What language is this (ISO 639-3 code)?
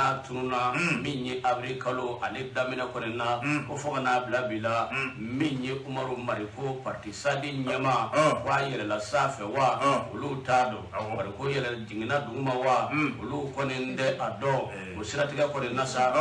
bam